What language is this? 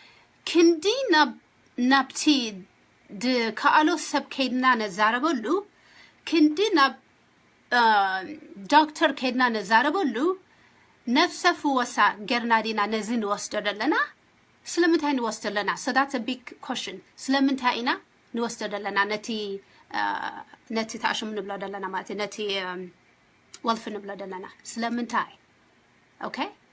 Tigrinya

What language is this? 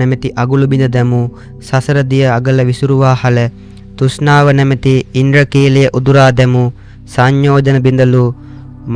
Sinhala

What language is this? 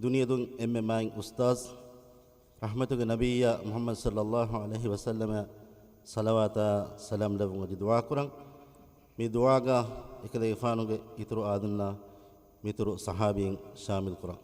Divehi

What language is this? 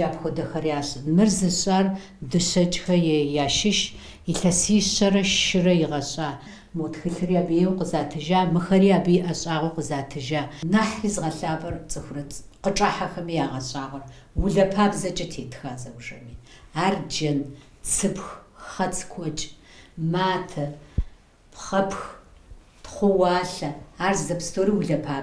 Kabardian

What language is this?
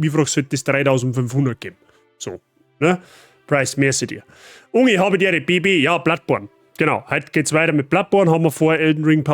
Bavarian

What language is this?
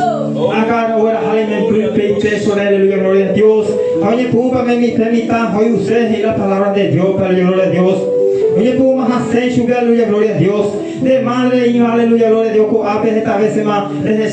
Guarani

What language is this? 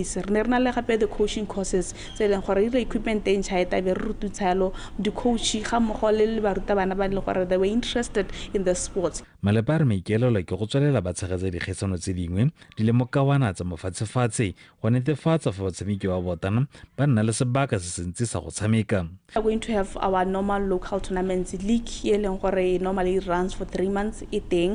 Tswana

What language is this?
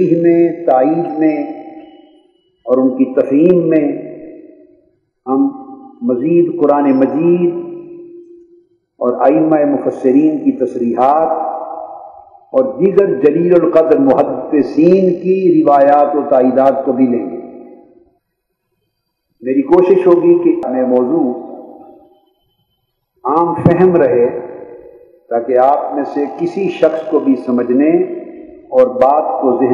Urdu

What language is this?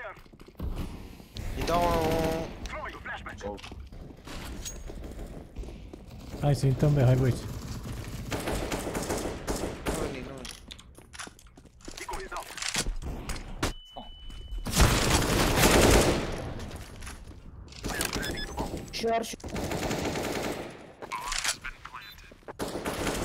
Romanian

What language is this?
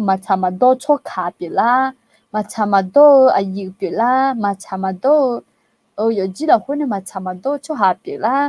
Akha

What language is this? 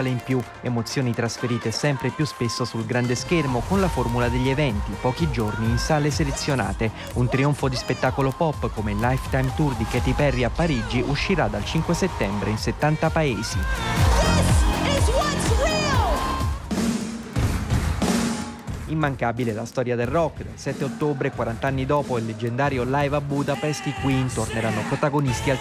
Italian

